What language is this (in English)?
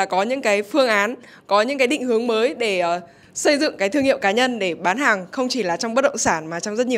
Vietnamese